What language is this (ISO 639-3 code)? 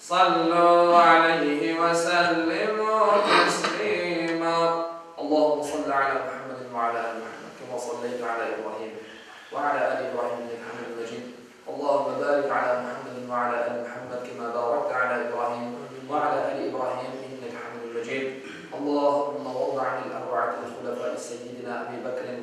crh